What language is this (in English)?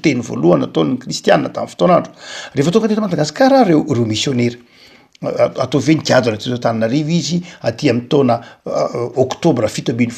Malagasy